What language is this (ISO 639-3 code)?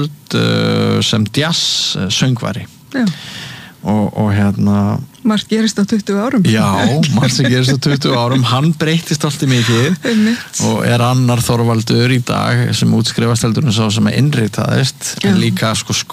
isl